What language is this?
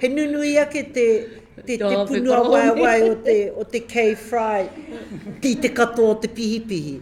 Māori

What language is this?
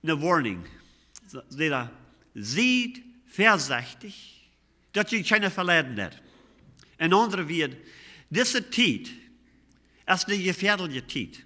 Plautdietsch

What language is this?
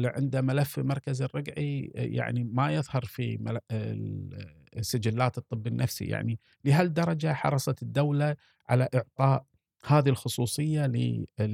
Gulf Arabic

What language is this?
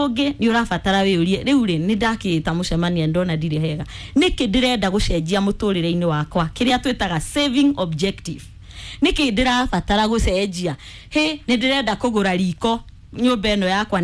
Kikuyu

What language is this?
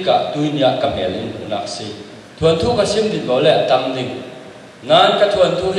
Falam Chin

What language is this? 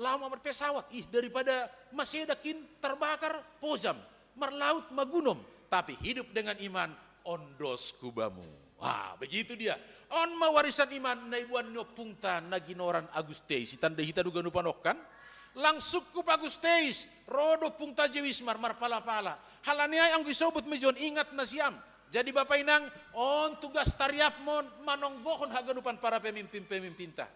Batak Simalungun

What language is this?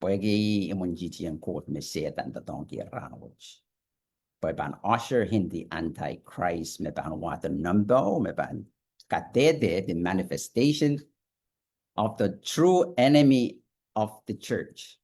Pohnpeian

